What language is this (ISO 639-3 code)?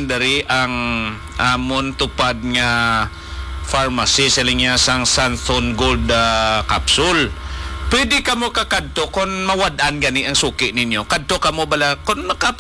hil